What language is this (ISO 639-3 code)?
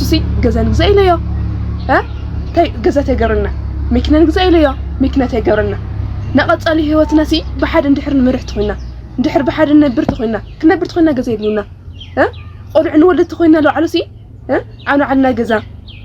tir